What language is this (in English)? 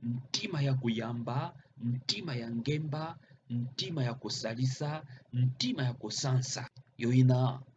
Kituba (Democratic Republic of Congo)